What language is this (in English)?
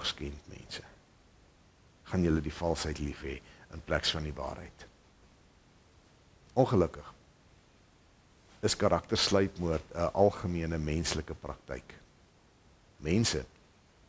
Afrikaans